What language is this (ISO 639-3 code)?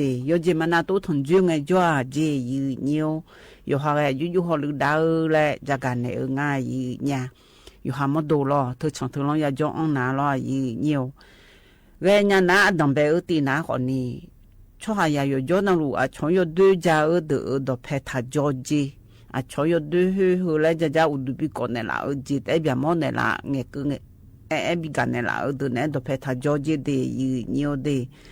ahk